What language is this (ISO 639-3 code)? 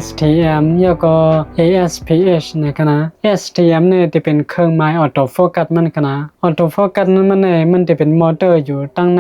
shn